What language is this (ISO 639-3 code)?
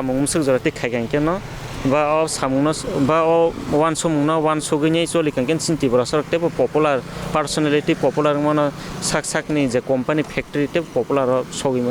trp